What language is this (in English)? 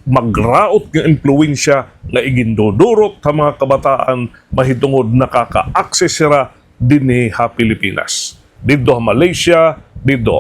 Waray